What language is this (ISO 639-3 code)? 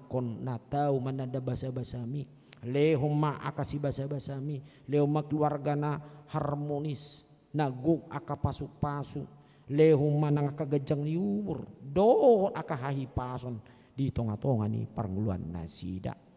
bbc